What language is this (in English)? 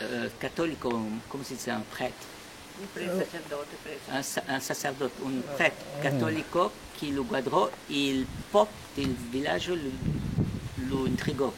Ladino